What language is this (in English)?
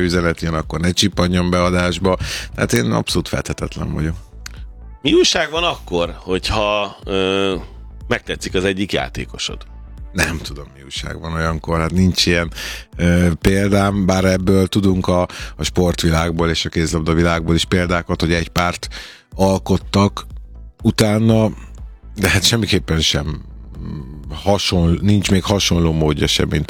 Hungarian